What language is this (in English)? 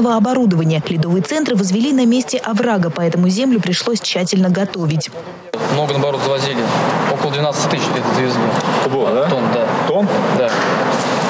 Russian